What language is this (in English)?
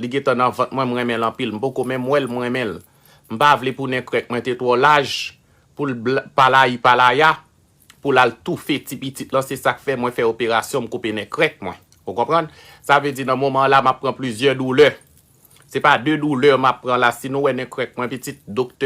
Haitian Creole